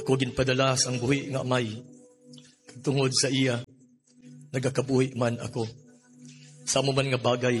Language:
Hiligaynon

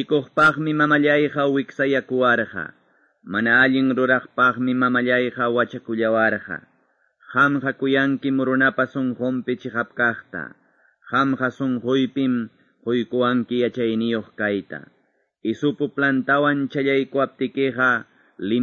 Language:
Quechua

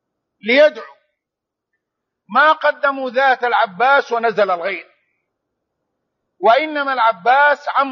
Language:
Arabic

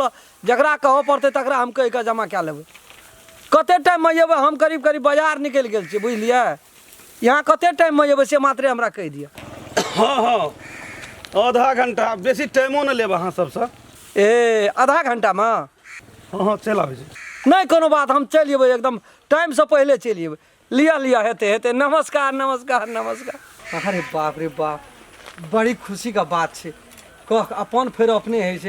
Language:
Maithili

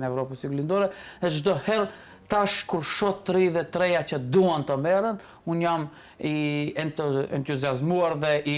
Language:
Albanian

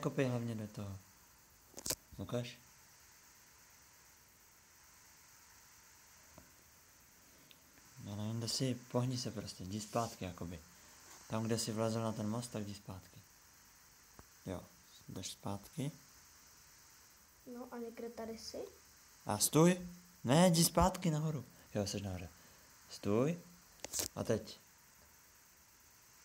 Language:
Czech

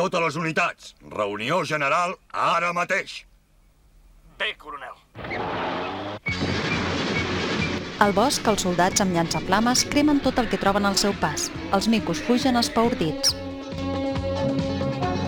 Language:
Catalan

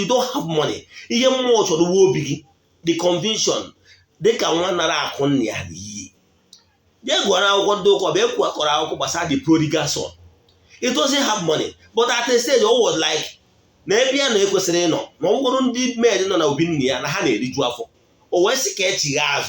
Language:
Igbo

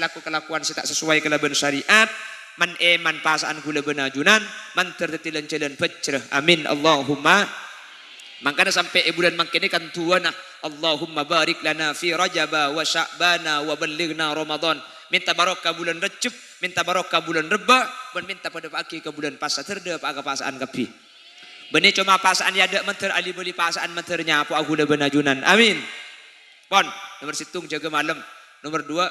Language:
Madurese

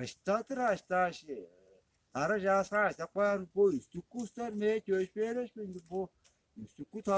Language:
Tuvinian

